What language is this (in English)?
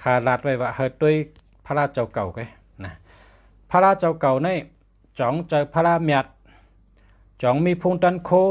Shan